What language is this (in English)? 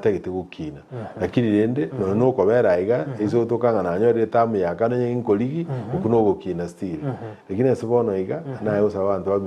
Gusii